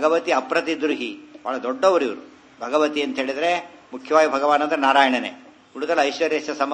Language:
Kannada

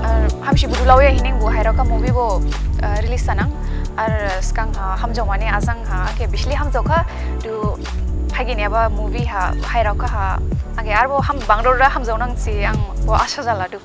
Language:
Dimasa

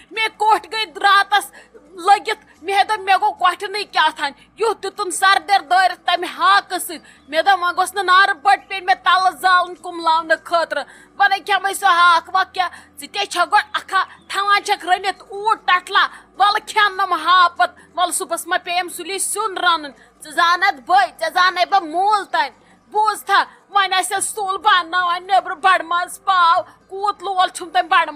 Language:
Kashmiri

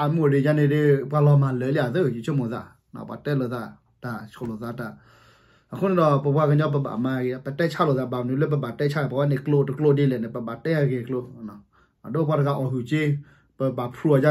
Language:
S'gaw Karen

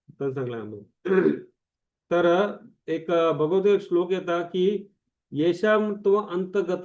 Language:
Konkani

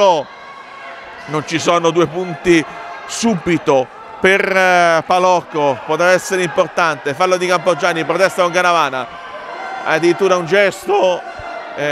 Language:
Italian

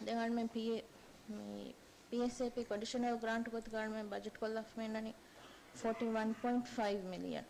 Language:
Divehi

